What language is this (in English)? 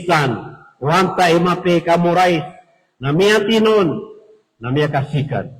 Maranao